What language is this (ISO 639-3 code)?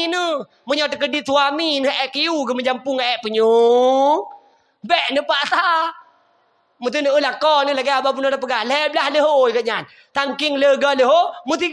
ace